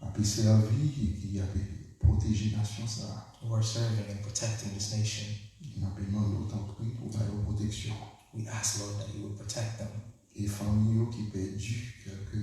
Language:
Haitian Creole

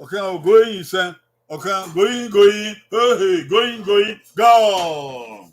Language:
Bini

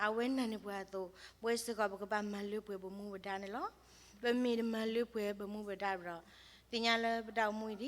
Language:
S'gaw Karen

